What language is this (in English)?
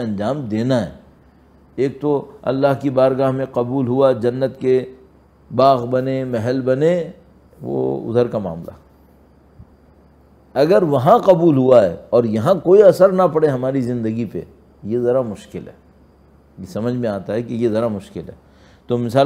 Urdu